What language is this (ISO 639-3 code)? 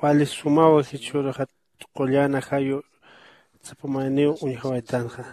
aym